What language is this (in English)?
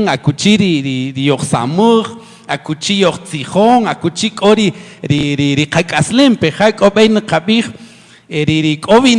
Kaqchikel